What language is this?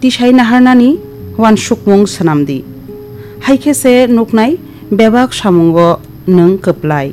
Kok Borok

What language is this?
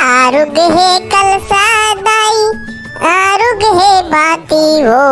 Chhattisgarhi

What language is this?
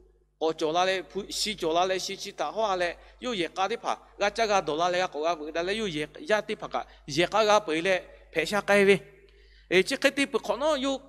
Lahu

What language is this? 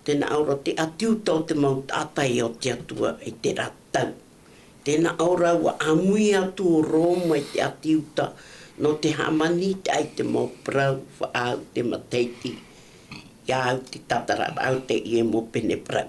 Tahitian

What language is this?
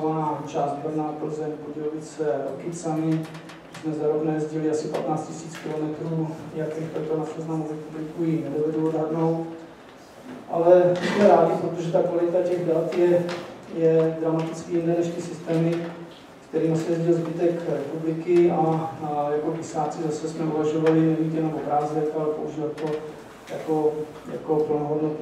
Czech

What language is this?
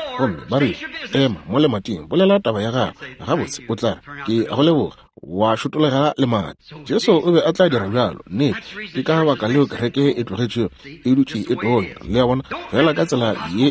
Northern Sotho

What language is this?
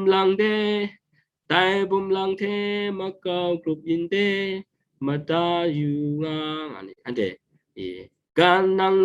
Kachin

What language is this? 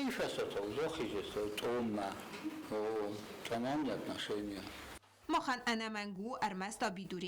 Ossetic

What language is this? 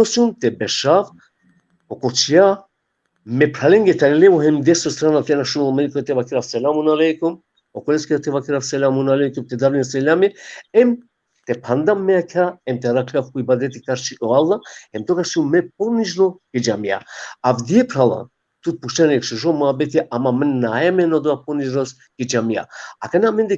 Balkan Romani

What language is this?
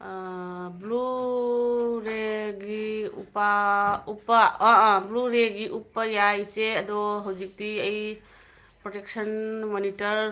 Manipuri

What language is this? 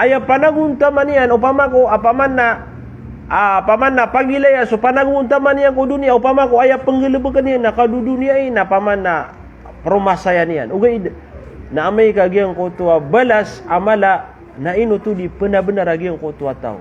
Maranao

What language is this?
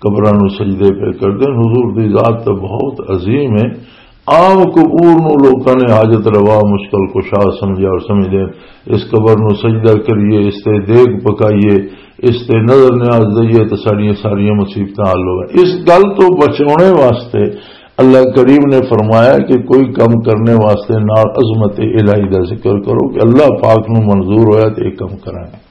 Western Panjabi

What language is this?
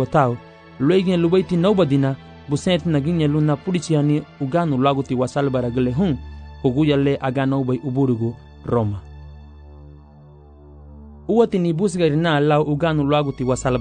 Garifuna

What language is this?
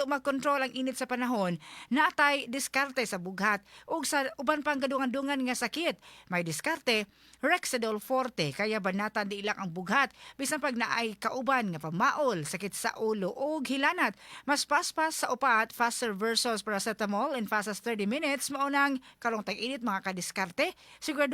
Cebuano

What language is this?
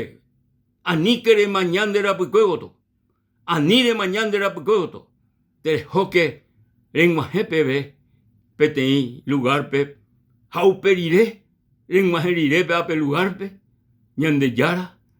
Guarani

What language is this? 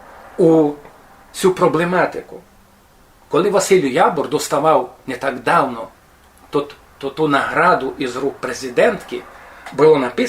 Rusyn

